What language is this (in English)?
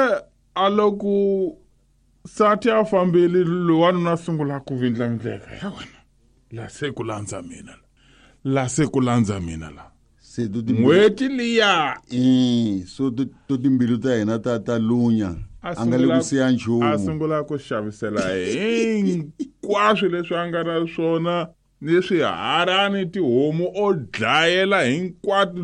Tsonga